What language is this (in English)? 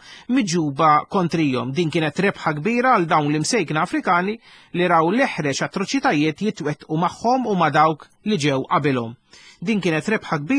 Maltese